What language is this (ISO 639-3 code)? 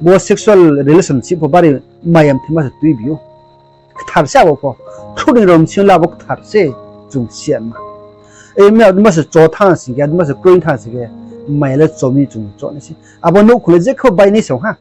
ria